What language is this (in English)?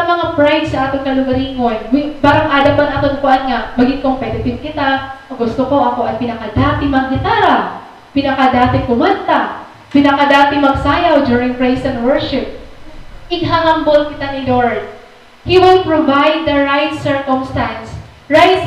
Waray